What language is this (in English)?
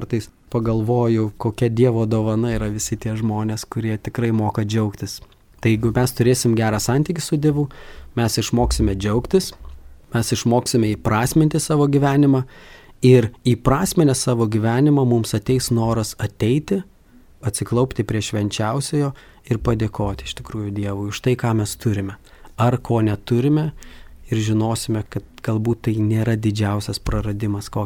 Lithuanian